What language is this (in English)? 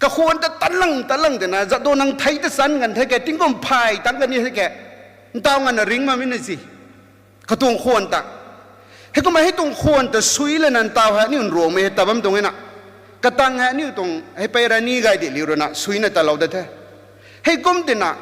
Rongmei Naga